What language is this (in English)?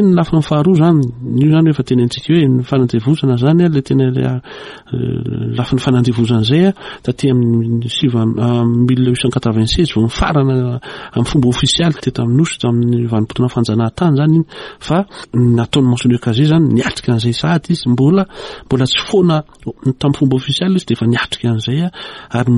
Malagasy